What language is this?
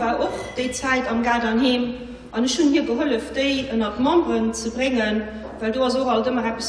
Luxembourgish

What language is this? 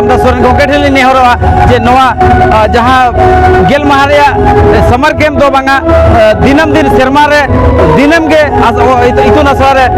Santali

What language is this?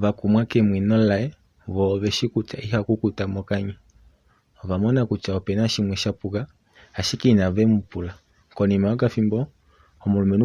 Kuanyama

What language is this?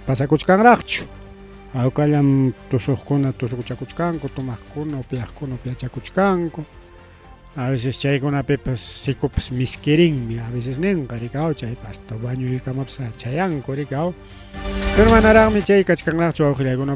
Ayacucho Quechua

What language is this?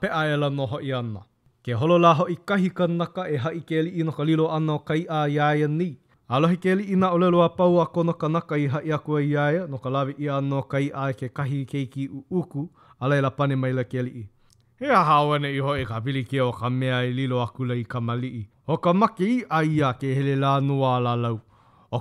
Hawaiian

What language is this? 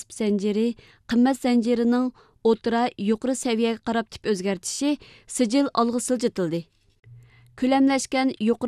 Uyghur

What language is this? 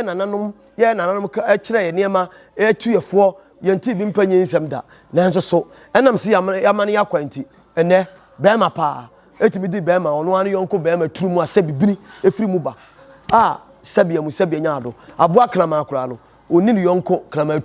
Akan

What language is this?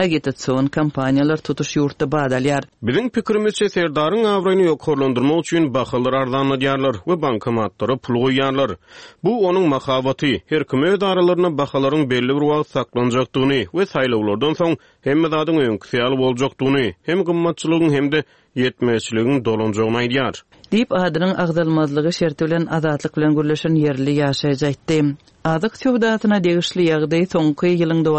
Turkmen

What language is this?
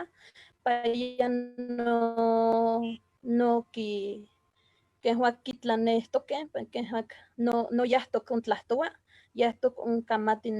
Eastern Huasteca Nahuatl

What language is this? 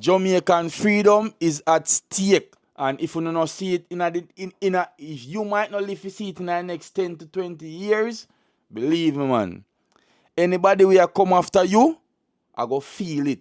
Jamaican Creole English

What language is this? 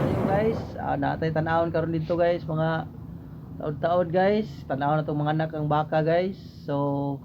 Cebuano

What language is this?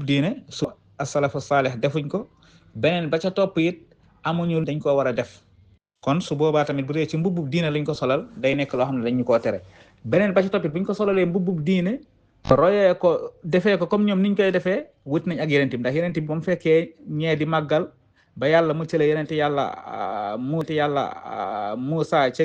Wolof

